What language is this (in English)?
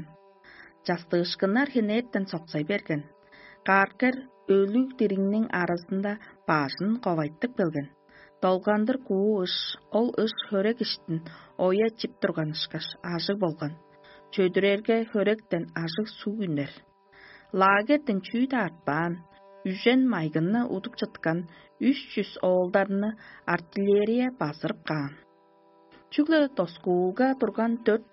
Tuvinian